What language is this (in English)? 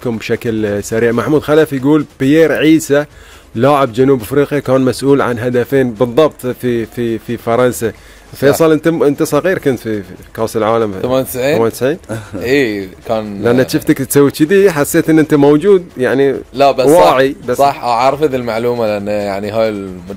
Gulf Arabic